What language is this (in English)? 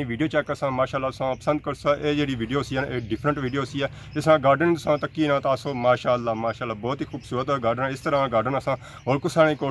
Pahari-Potwari